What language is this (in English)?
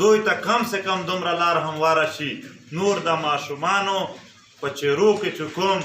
Pashto